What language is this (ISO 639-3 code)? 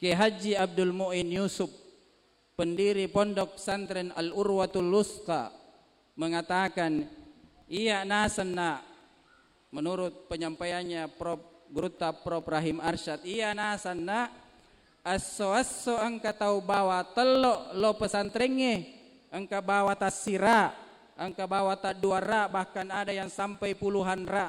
bug